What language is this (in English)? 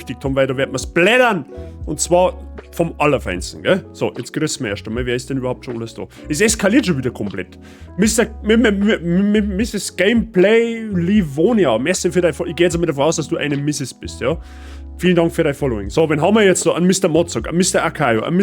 Bavarian